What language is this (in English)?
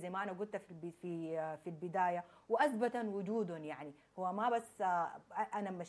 Sudanese Arabic